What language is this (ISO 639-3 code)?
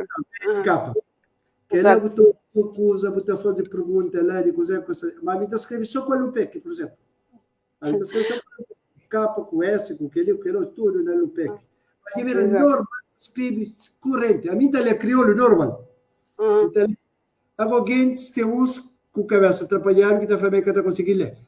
kea